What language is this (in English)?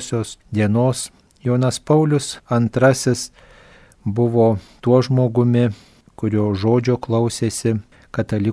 Lithuanian